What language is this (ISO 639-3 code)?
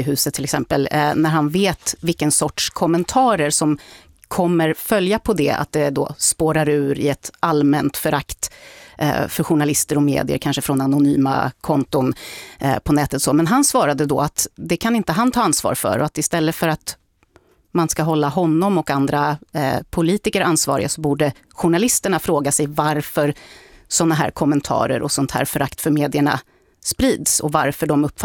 swe